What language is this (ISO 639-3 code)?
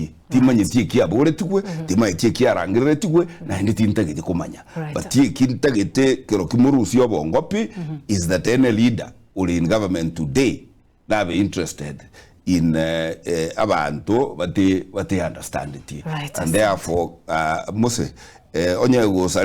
guz